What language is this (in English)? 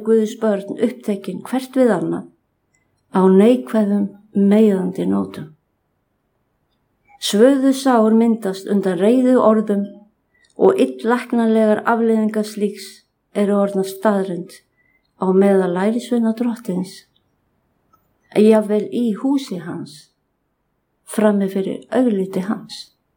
Icelandic